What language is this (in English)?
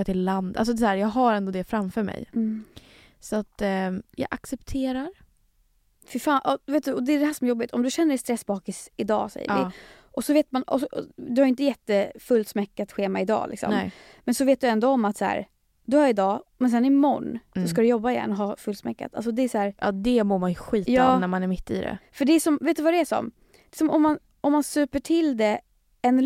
Swedish